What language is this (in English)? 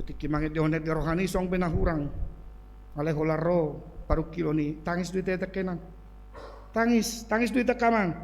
Batak Toba